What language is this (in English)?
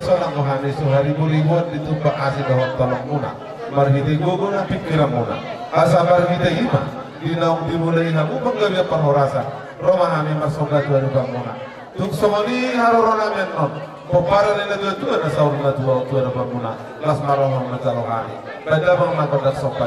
Batak Toba